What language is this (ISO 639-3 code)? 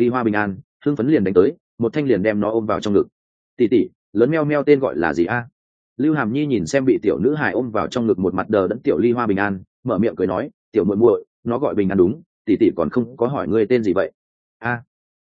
vie